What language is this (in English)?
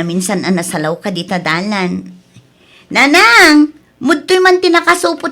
Iloko